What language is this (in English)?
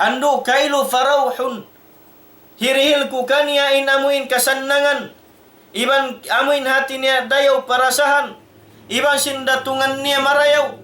Tausug